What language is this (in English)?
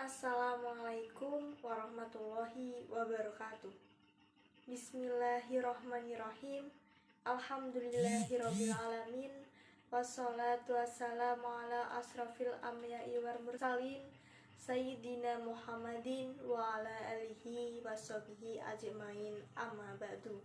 Javanese